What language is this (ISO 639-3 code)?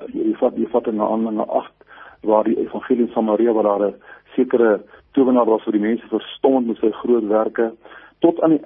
afr